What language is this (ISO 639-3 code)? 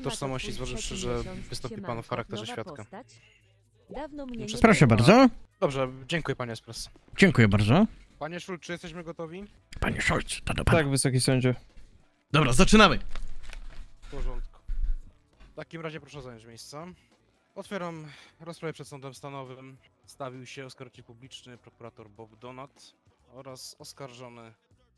pol